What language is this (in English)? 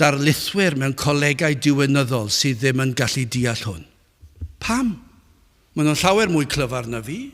Welsh